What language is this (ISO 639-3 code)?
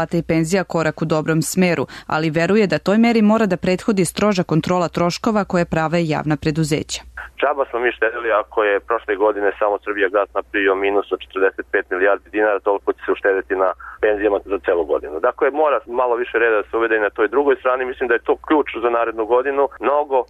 srp